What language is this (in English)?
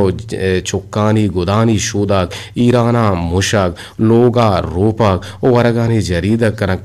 Eastern Balochi